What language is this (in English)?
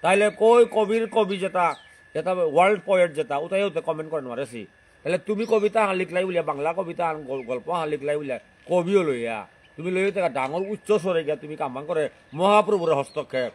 Bishnupriya